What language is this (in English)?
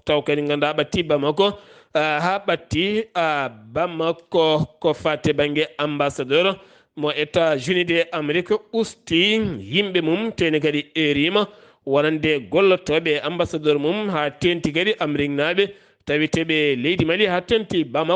Fula